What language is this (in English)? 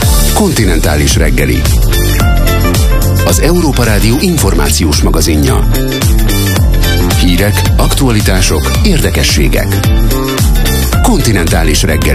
Hungarian